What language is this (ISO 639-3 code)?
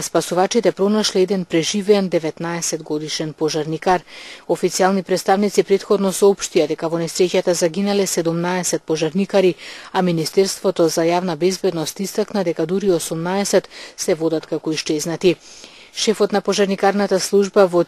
mkd